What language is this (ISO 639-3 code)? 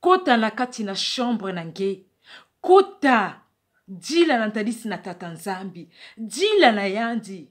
ktu